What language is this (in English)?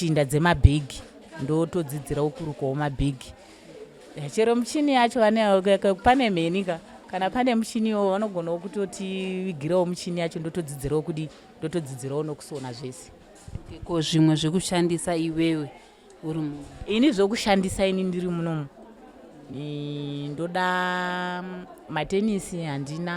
Shona